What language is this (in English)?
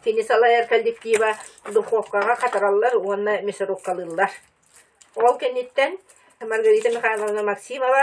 Yakut